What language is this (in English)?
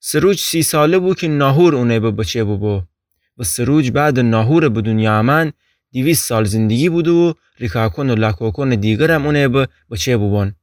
Gilaki